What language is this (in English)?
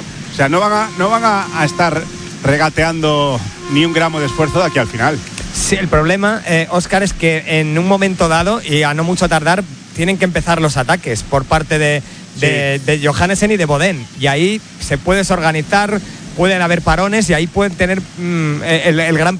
Spanish